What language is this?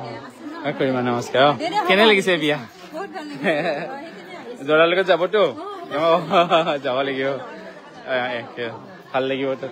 Assamese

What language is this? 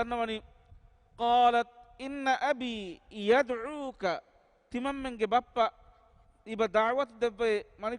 Divehi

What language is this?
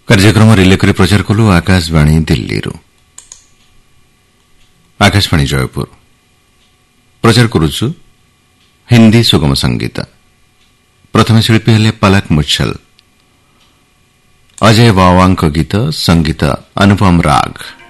Odia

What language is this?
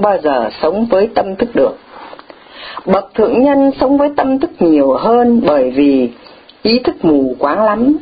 Vietnamese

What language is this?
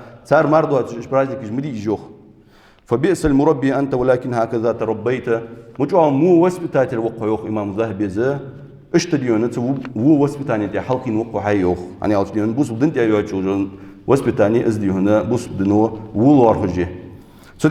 Ingush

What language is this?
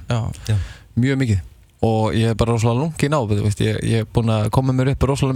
Icelandic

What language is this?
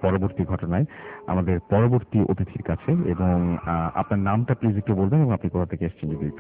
Bangla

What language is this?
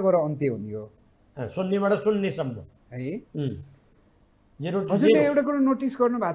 Nepali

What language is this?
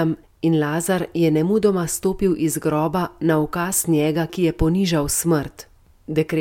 Slovenian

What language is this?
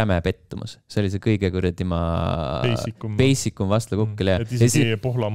Estonian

